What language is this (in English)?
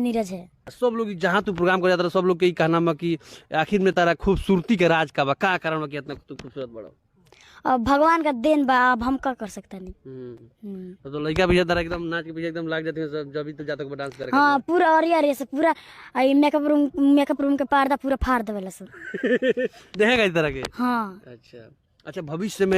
Bhojpuri